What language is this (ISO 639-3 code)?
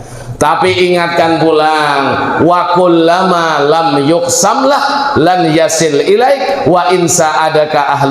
bjn